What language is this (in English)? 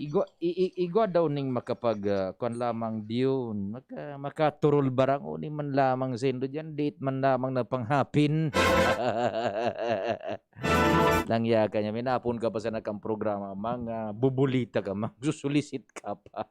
Bikol